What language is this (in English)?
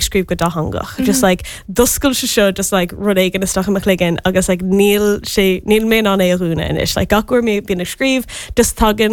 Irish